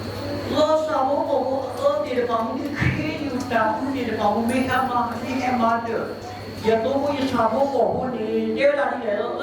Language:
S'gaw Karen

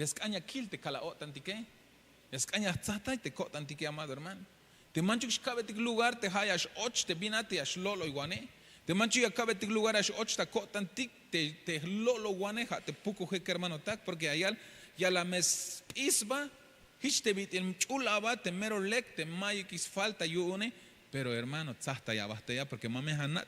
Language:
Tzeltal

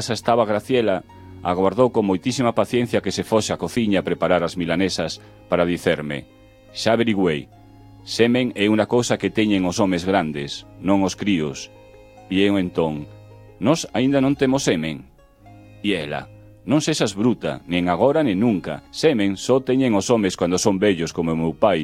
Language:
Galician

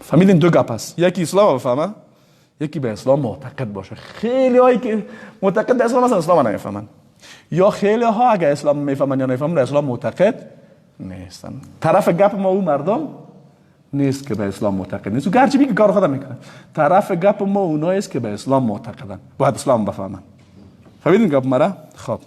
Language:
Persian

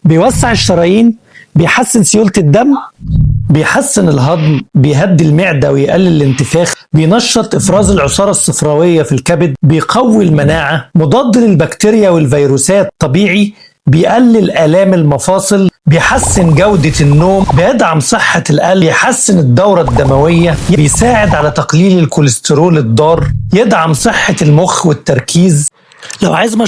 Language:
Egyptian Arabic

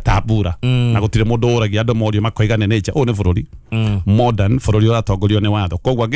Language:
Kikuyu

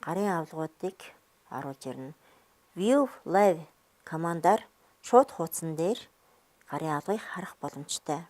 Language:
Mongolian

